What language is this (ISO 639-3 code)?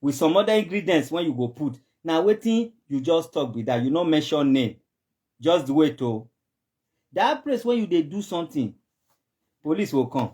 pcm